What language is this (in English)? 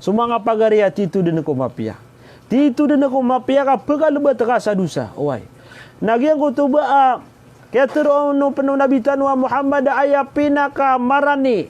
Maranao